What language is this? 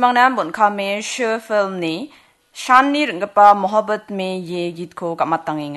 Garo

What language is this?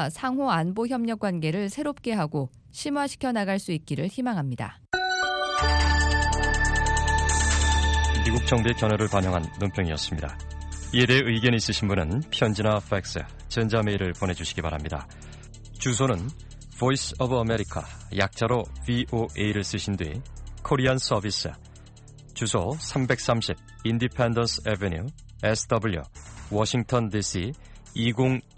Korean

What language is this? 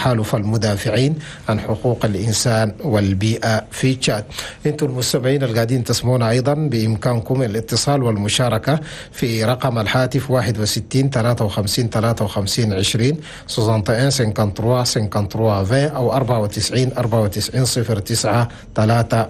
Chadian Arabic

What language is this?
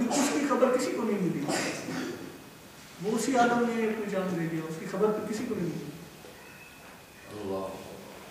Urdu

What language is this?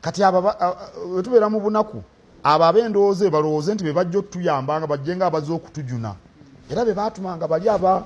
Ganda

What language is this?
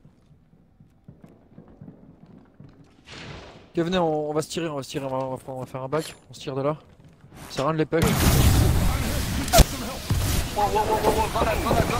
French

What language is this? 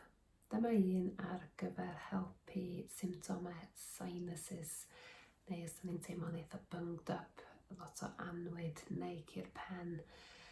Welsh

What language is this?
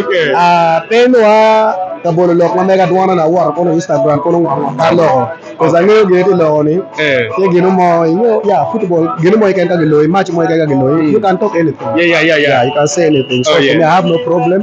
Acoli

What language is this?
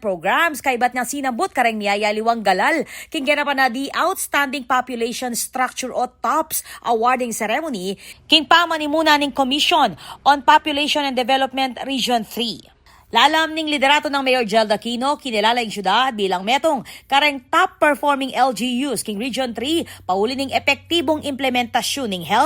Pampanga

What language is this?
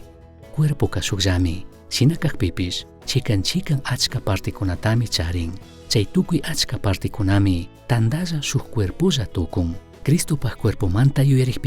Chimborazo Highland Quichua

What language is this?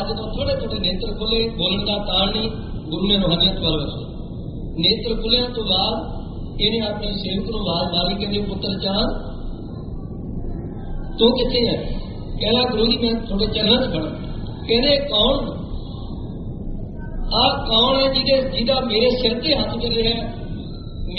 Punjabi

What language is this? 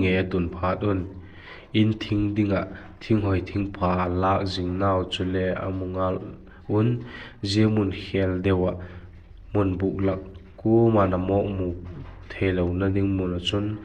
Vaiphei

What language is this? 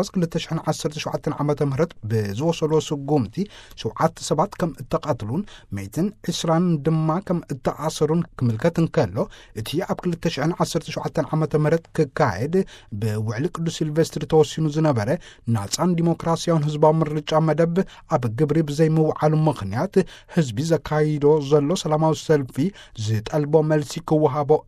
Tigrinya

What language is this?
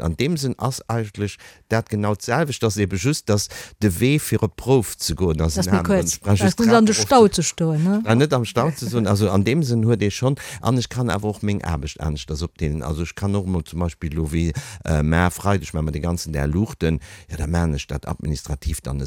Luxembourgish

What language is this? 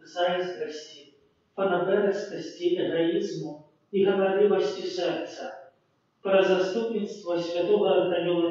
Belarusian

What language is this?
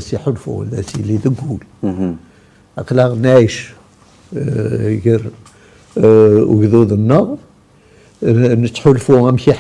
Kabyle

